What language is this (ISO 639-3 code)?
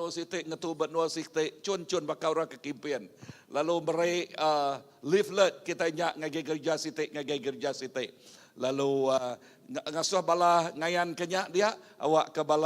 iba